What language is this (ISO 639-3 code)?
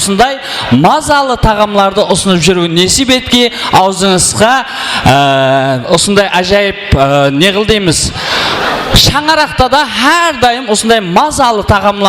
kaa